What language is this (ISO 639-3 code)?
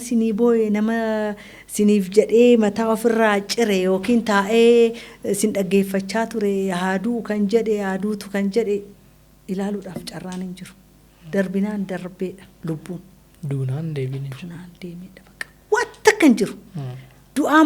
orm